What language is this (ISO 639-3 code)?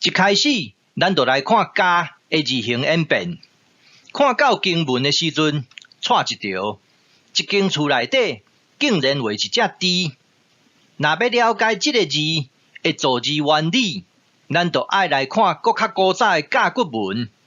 nan